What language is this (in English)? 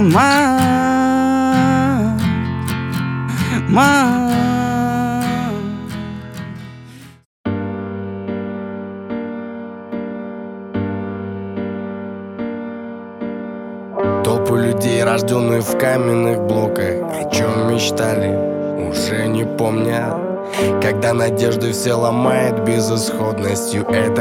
Russian